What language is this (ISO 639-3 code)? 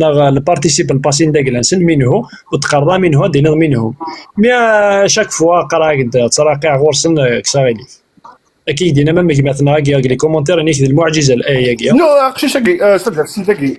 kab